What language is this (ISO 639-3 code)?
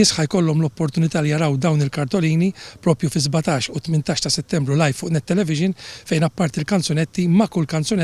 mlt